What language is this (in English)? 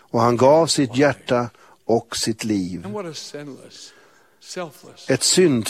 Swedish